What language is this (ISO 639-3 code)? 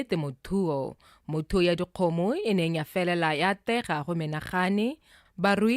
tsn